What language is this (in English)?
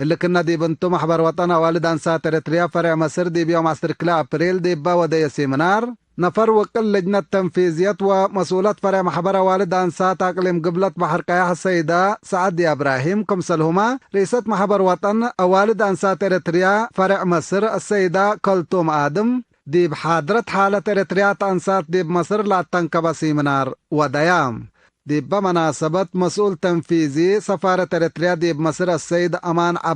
Tigre